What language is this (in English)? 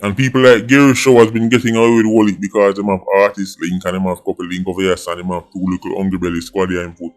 Jamaican Creole English